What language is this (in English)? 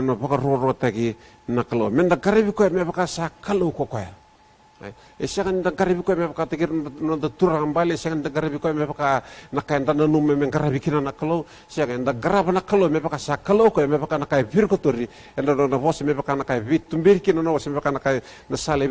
Fijian